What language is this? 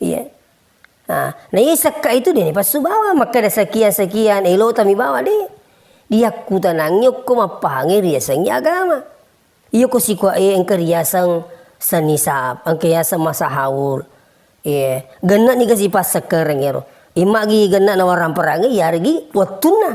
Buginese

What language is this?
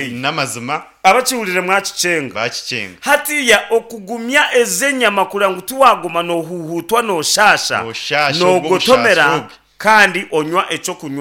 Nyankole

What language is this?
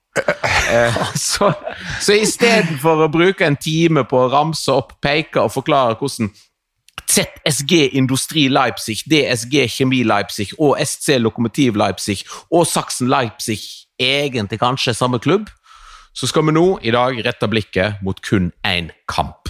Norwegian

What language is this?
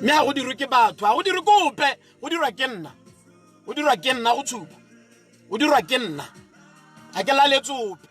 Tswana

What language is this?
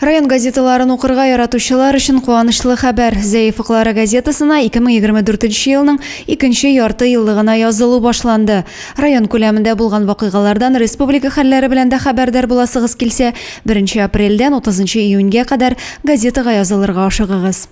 Tatar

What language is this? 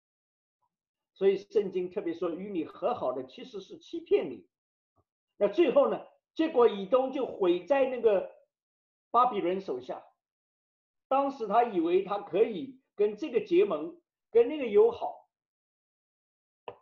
Chinese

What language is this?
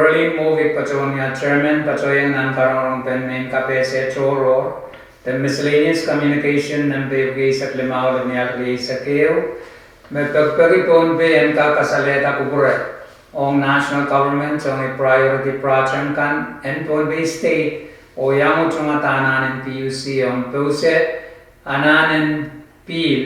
Pohnpeian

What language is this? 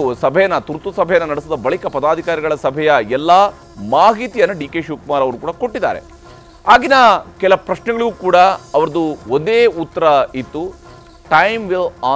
Kannada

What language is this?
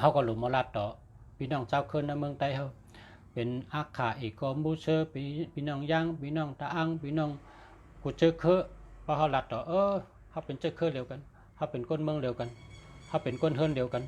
Shan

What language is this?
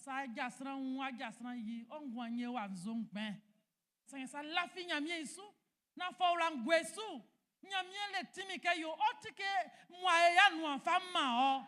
Baoulé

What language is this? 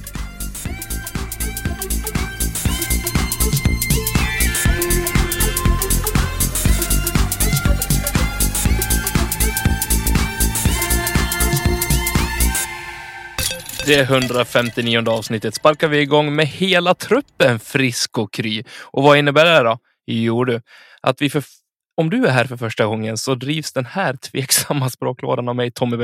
Swedish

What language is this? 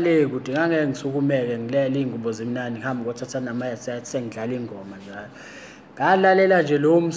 Zulu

